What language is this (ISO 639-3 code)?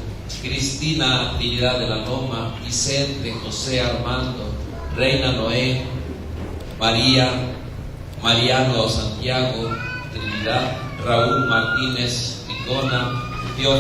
nah